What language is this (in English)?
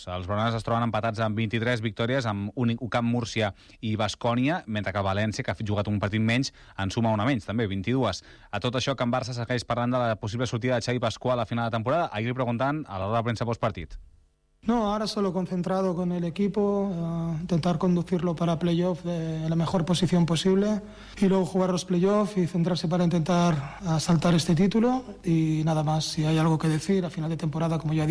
Catalan